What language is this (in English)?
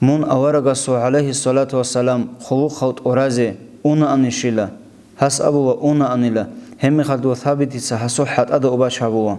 Avaric